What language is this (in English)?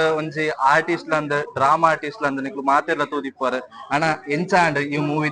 Tulu